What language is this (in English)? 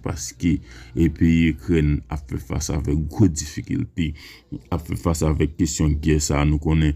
Haitian Creole